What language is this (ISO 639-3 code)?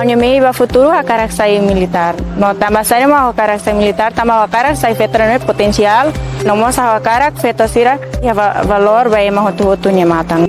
tet